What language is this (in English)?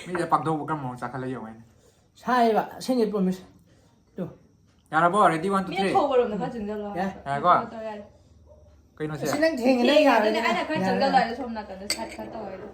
Manipuri